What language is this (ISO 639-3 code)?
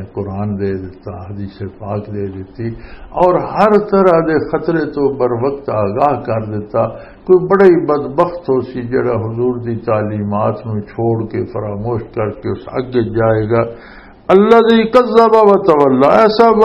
lah